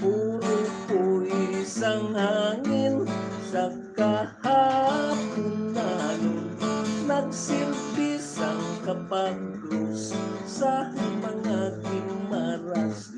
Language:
Hiligaynon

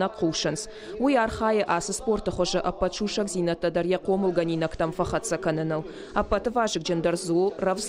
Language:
Ossetic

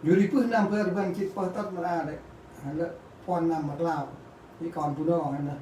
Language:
Central Mnong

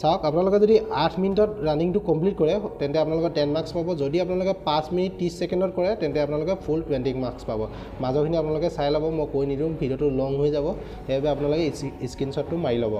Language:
Assamese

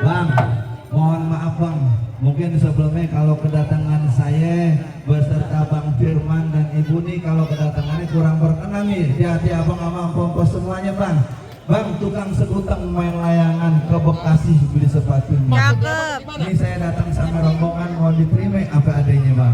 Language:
Betawi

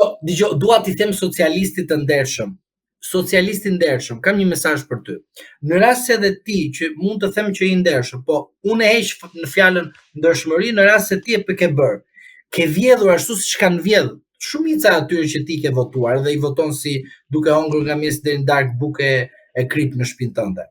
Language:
Albanian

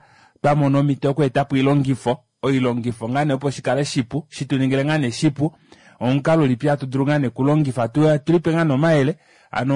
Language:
Kuanyama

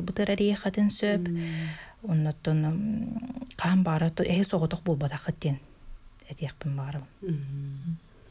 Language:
Yakut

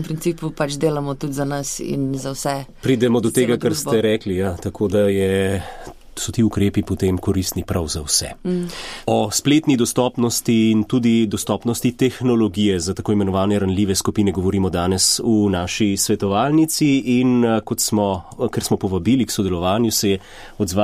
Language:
Slovenian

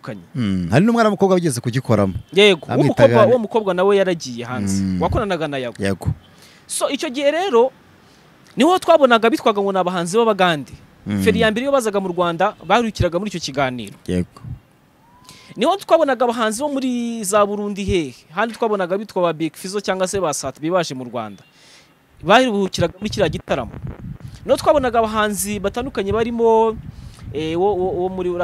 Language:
Kinyarwanda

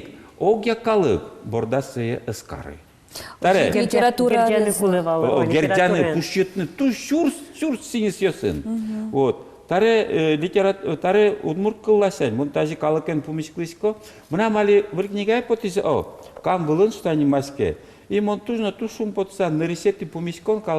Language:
Udmurt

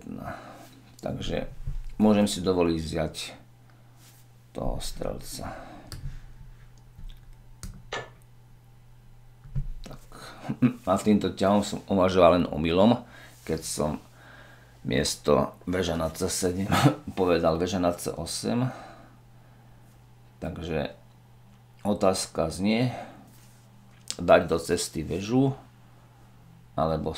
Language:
Slovak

